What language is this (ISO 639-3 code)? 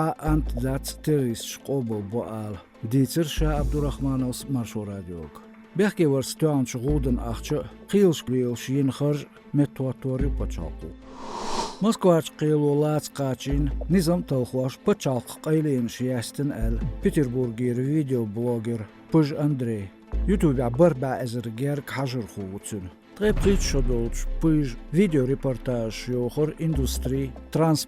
che